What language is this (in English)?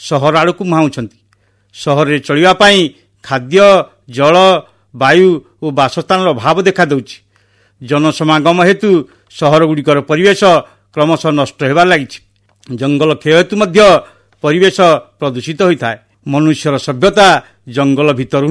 Odia